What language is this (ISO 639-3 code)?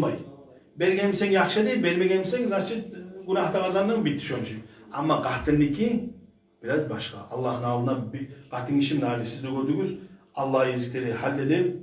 kum